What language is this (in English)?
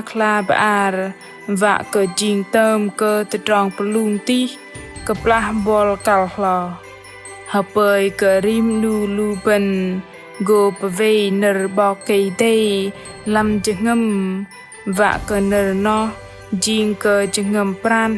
Bahnar